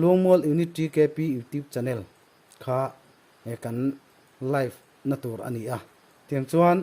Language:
Mizo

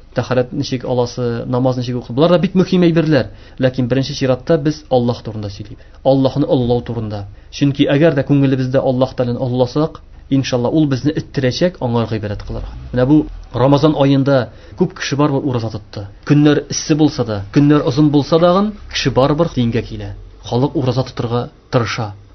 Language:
Tatar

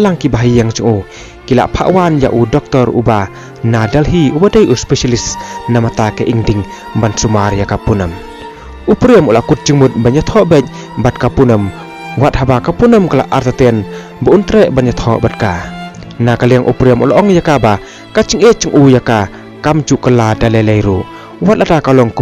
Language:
Khasi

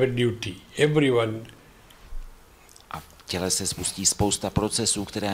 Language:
Czech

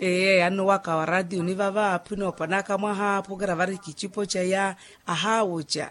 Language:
Makhuwa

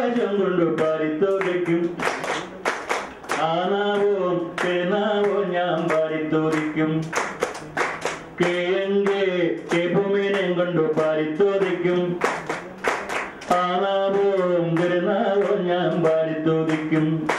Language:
Malayalam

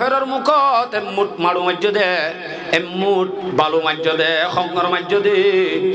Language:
Rohingya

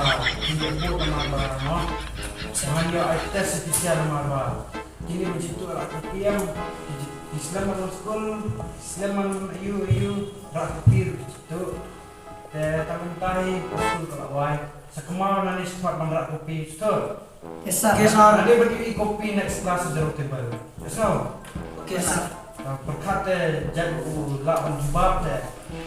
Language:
Khasi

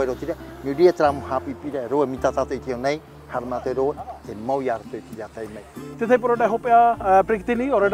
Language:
Tahitian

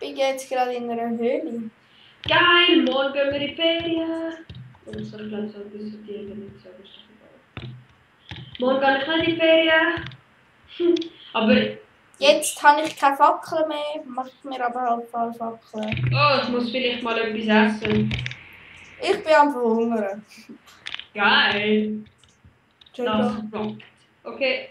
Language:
Swiss German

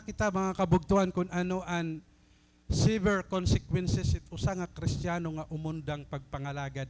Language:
Waray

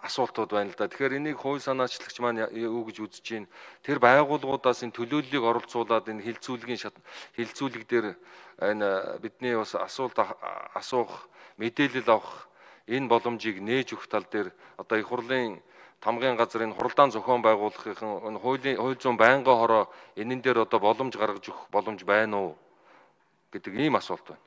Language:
Mongolian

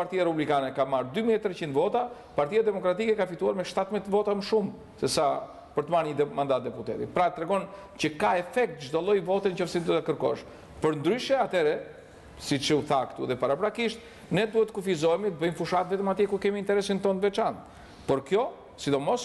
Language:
Albanian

